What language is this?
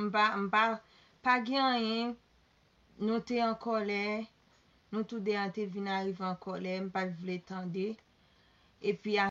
Haitian Creole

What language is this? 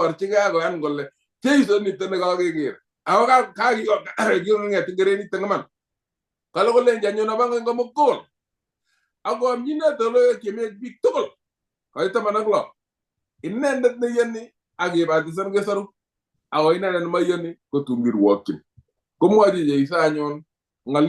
Kalenjin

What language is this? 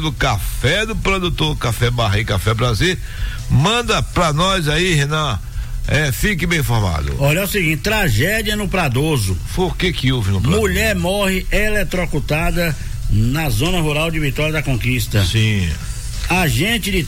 Portuguese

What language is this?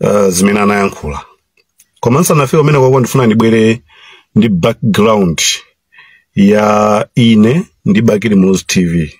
Nyanja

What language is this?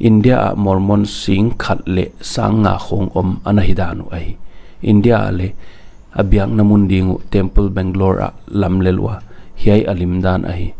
Paite Chin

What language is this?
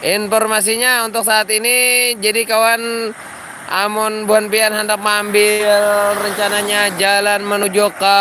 Banjar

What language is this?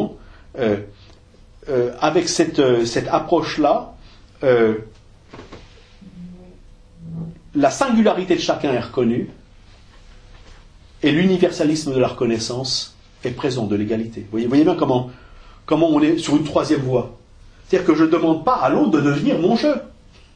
French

